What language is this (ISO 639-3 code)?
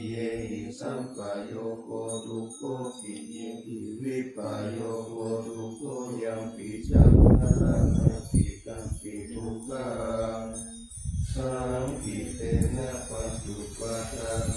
pli